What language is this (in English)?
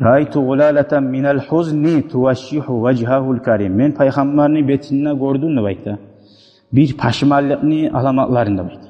Kumyk